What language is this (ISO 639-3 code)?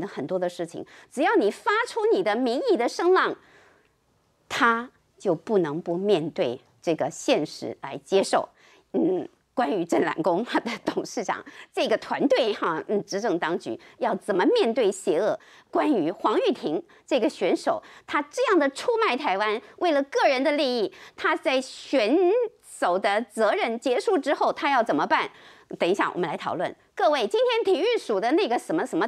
zho